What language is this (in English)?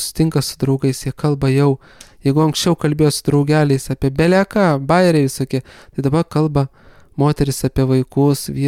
Lithuanian